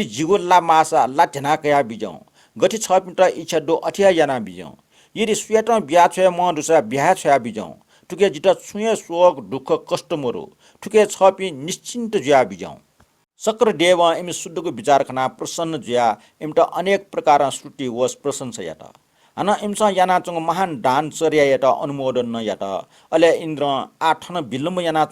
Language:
Newari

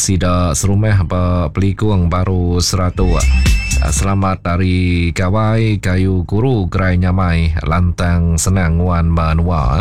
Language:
Iban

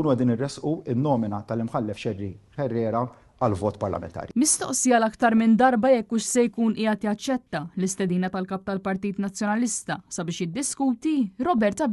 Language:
Maltese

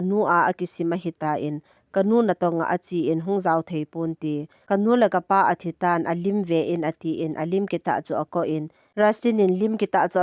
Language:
Thado Chin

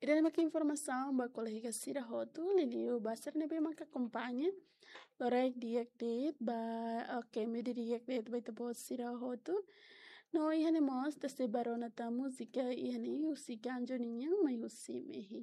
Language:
Tetum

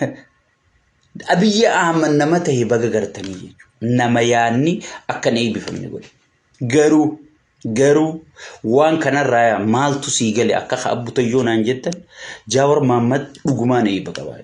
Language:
Oromo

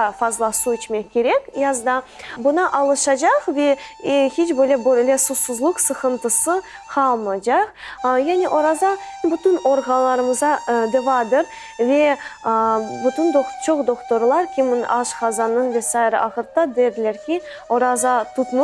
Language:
Crimean Tatar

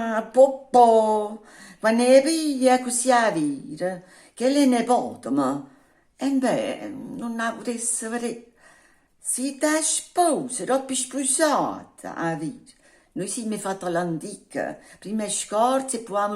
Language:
Neapolitan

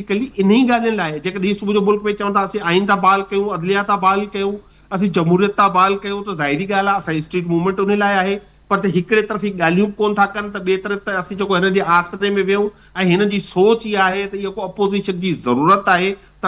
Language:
Sindhi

